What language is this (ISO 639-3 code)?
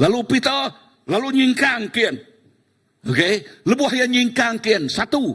iba